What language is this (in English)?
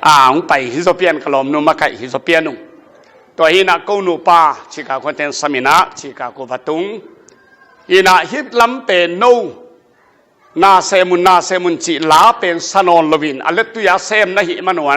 Tedim Chin